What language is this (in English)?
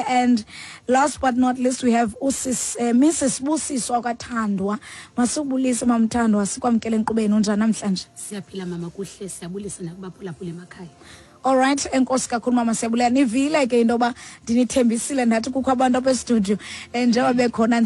Xhosa